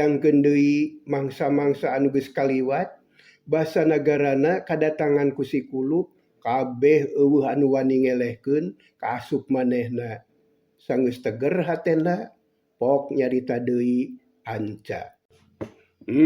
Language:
Sundanese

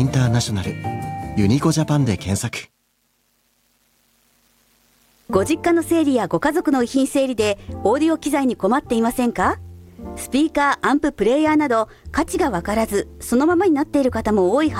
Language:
Japanese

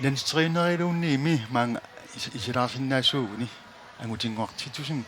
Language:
Kalaallisut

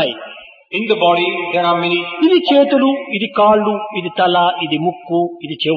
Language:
Telugu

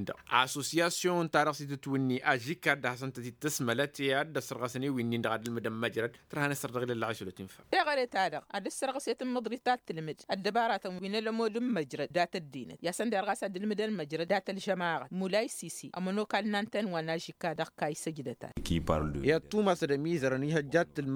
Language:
Tamasheq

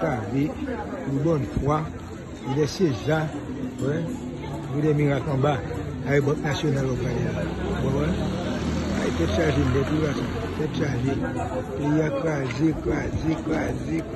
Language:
Haitian Creole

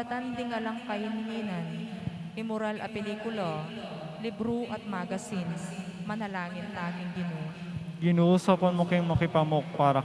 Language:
Pampanga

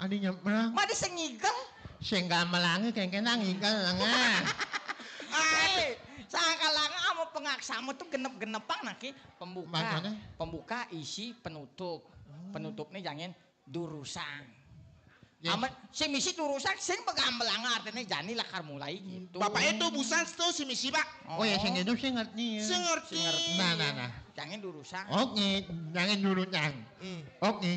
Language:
Balinese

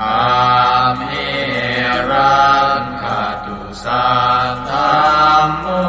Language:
Pali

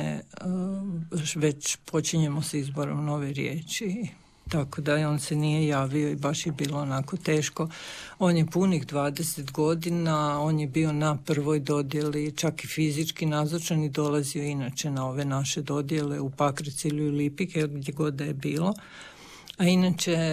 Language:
Croatian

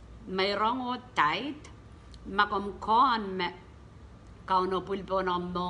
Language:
Pohnpeian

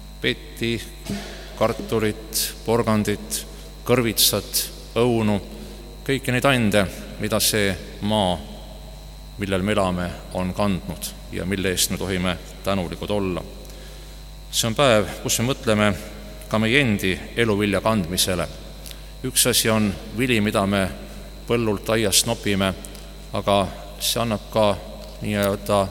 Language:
Estonian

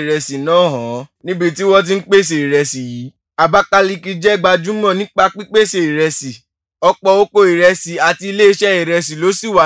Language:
Yoruba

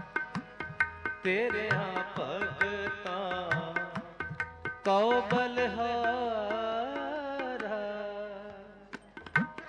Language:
Punjabi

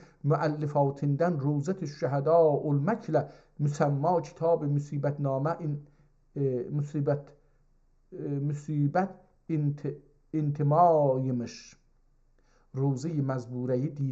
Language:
South Azerbaijani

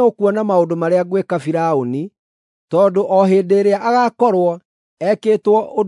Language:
Kikuyu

